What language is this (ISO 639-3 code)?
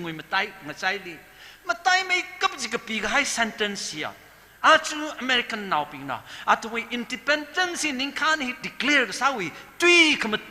nmf